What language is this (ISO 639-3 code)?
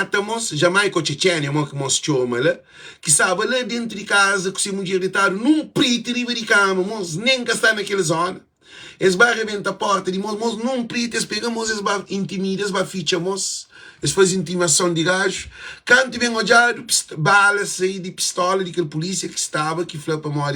kea